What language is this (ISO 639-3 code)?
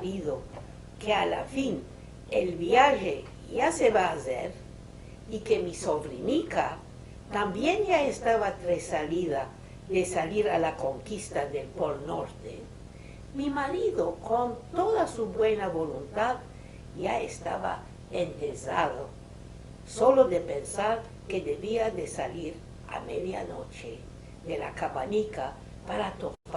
lad